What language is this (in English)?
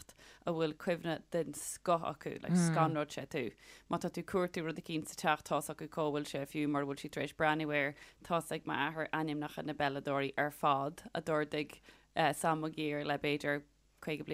Irish